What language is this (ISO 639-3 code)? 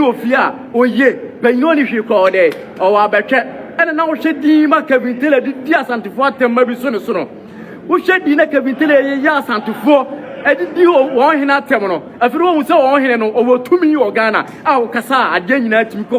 aka